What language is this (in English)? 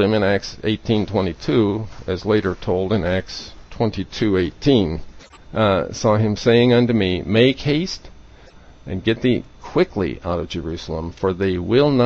English